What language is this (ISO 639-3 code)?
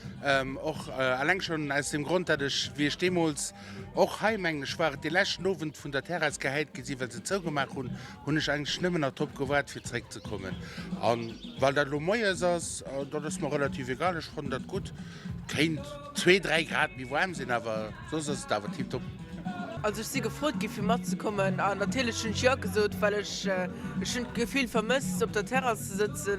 ltz